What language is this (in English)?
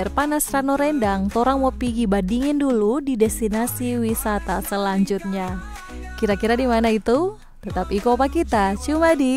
Manado Malay